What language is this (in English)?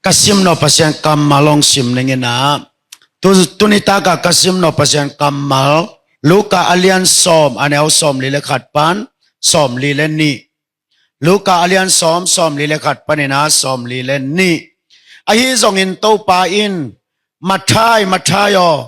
Tedim Chin